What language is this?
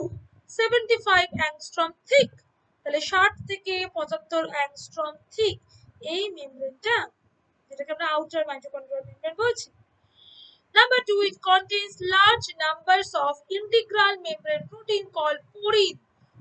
Bangla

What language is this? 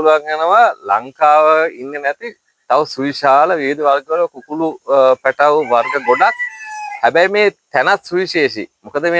Sinhala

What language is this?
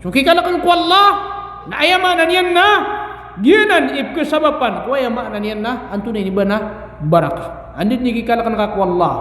Maranao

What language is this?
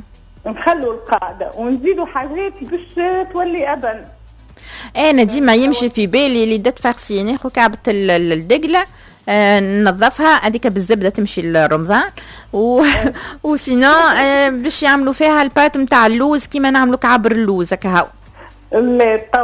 Tunisian Arabic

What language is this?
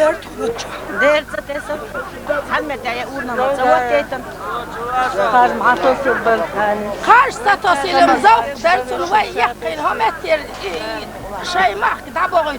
Chechen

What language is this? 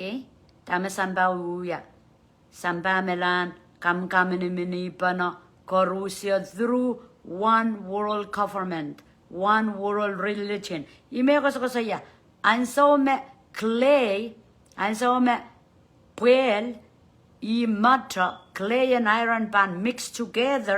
Pohnpeian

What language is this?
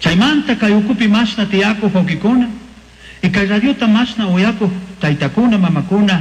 Chimborazo Highland Quichua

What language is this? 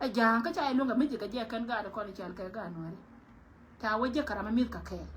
Nuer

